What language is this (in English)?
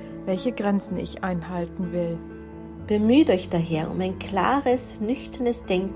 German